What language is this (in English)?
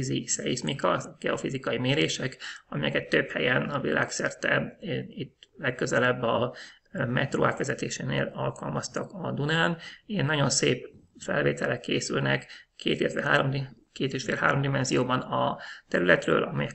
Hungarian